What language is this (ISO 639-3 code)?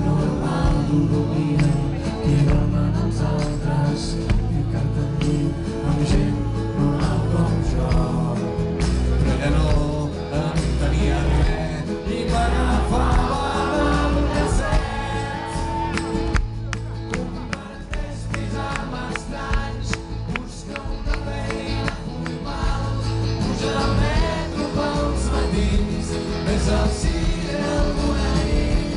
cat